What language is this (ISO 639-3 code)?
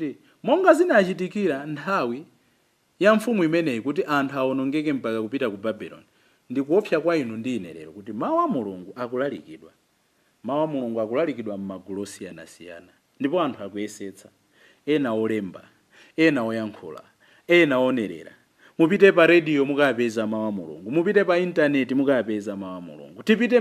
nya